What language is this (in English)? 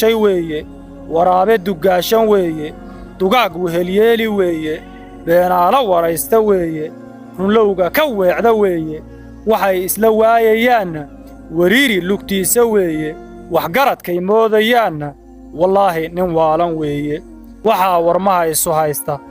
Somali